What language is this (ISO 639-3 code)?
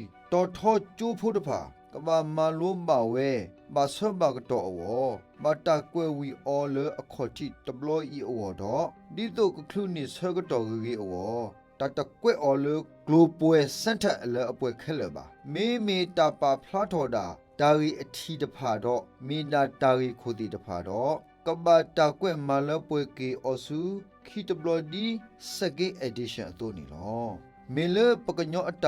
ksw